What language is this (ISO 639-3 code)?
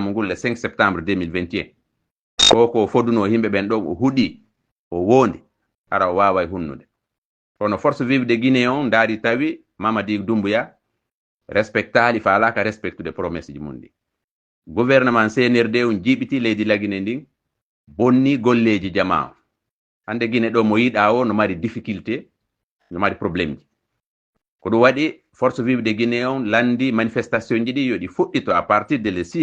ful